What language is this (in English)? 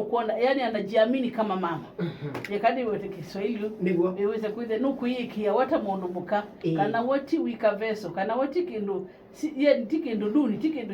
Kamba